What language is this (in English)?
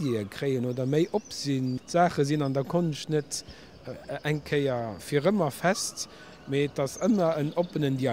Luxembourgish